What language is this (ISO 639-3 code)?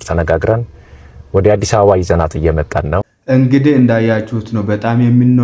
amh